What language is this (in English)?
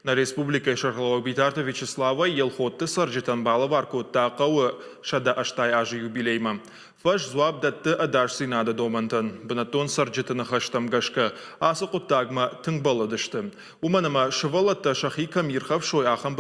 Ossetic